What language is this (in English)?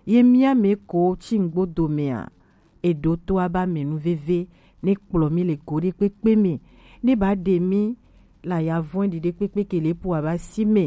Gen